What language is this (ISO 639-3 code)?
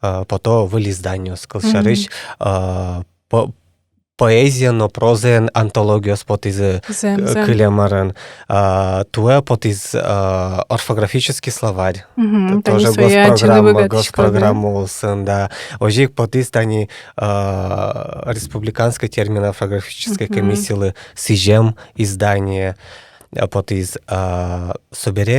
udm